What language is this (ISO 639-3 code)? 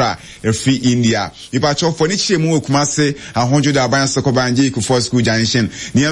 aka